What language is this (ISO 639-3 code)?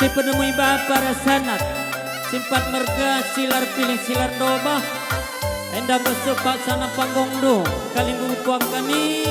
btx